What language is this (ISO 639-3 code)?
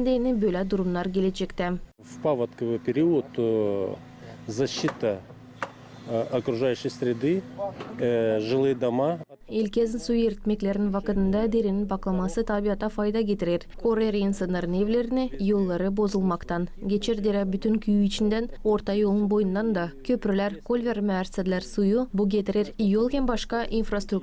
gag